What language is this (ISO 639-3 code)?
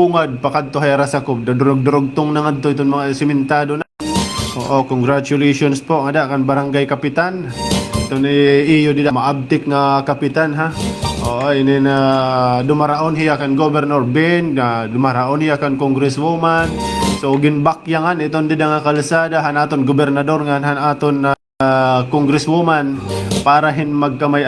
war